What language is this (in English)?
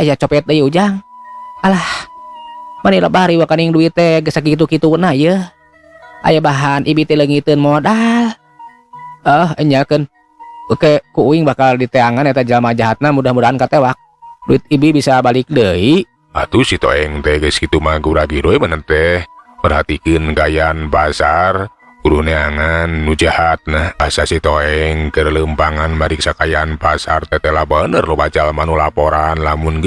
Sundanese